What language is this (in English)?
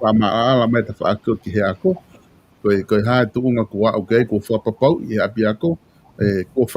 Tongan